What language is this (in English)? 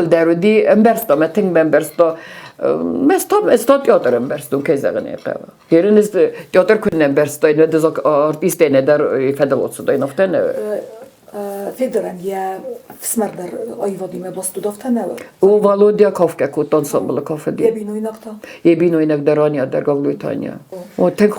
Ossetic